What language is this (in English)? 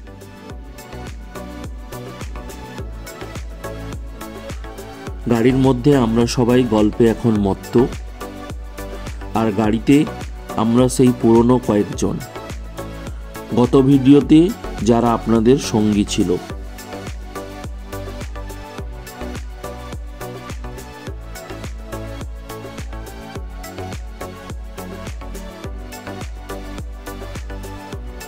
Bangla